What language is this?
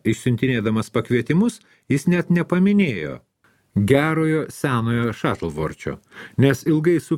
Lithuanian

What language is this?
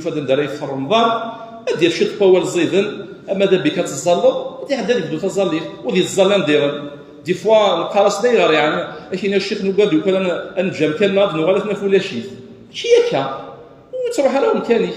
Kabyle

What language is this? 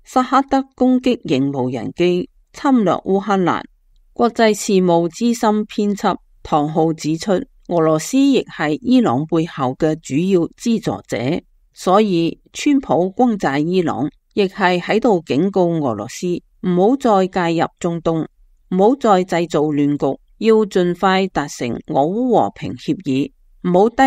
Cantonese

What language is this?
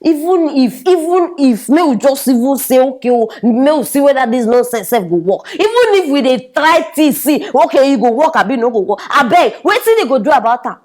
Nigerian Pidgin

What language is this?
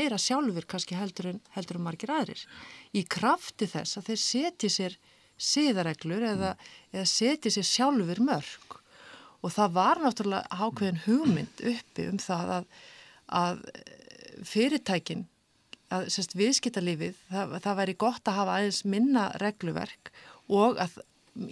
Icelandic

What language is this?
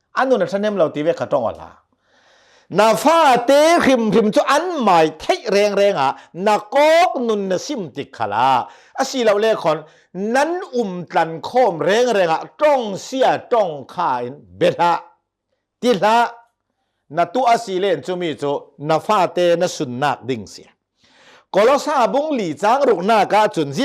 Hakha Chin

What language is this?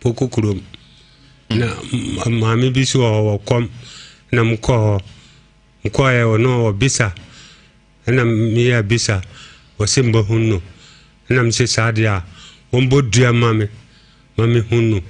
Akan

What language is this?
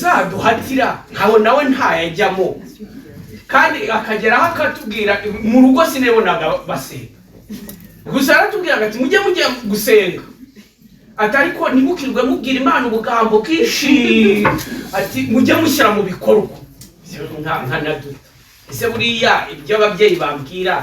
Kinyarwanda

